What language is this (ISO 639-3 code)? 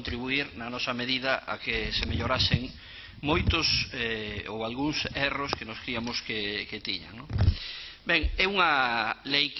glg